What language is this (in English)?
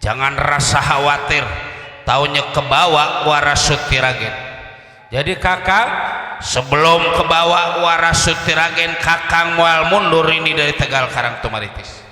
Betawi